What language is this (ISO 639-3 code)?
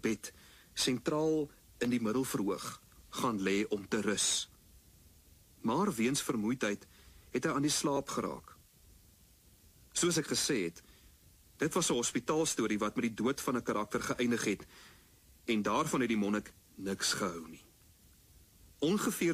afr